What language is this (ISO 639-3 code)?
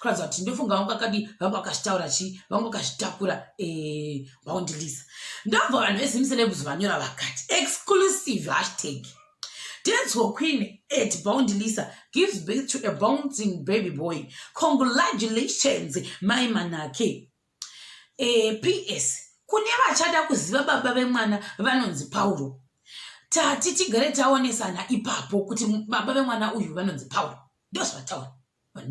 sna